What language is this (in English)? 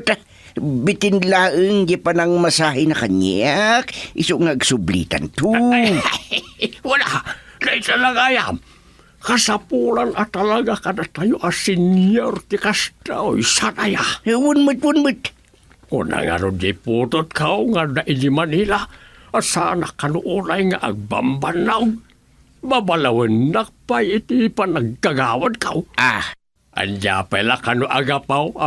Iloko